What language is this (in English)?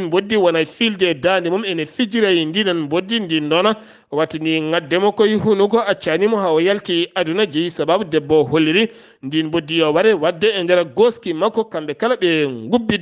Fula